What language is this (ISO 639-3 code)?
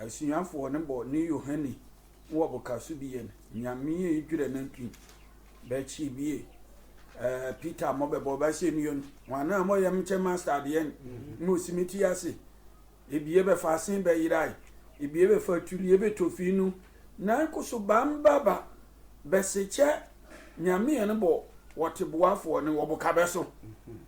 sfw